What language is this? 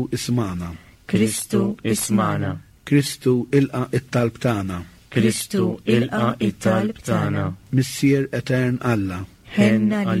Maltese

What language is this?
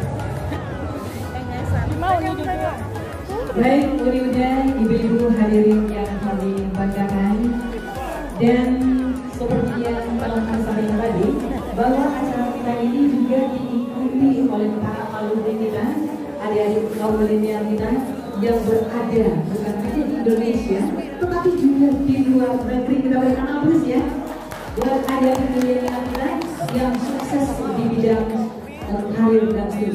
Indonesian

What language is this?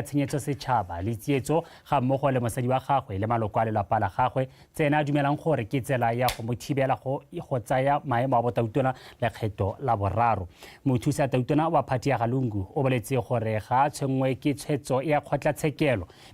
Tswana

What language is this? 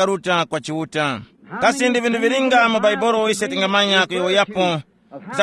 Tumbuka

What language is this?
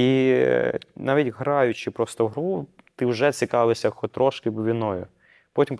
Ukrainian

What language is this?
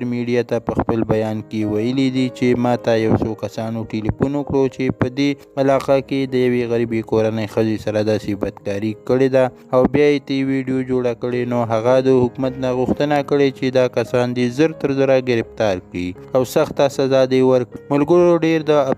Pashto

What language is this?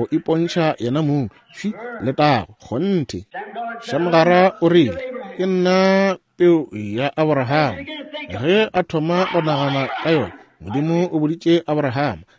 Northern Sotho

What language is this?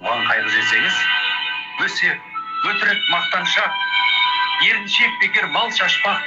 Kazakh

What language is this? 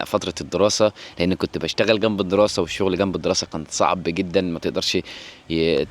Egyptian Arabic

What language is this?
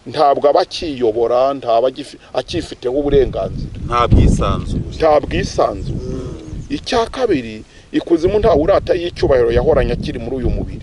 Kinyarwanda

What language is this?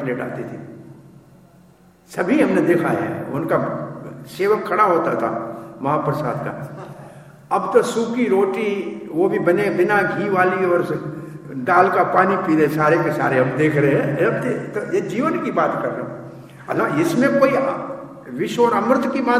Hindi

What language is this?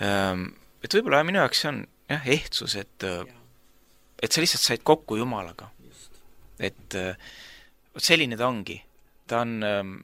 Estonian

